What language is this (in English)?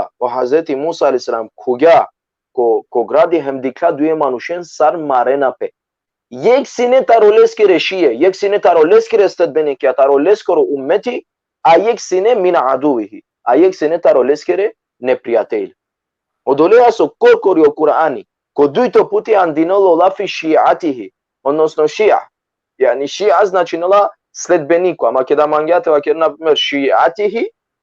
Balkan Romani